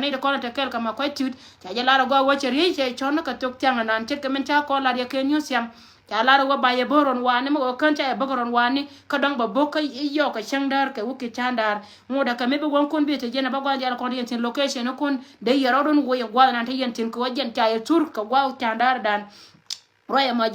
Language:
Nuer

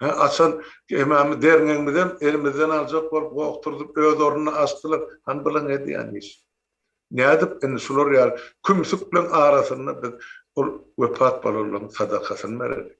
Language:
Turkmen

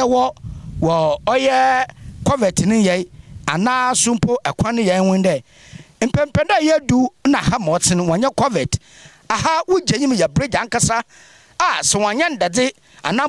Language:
Akan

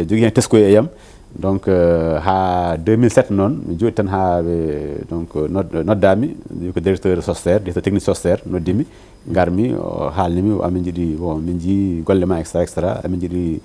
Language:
Fula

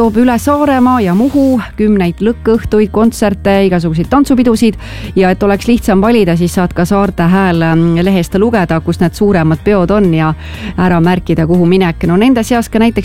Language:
Estonian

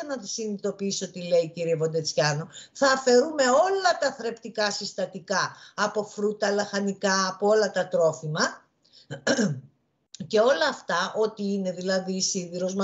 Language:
Greek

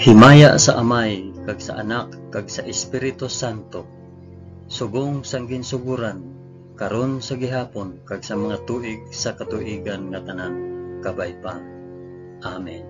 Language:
Hiligaynon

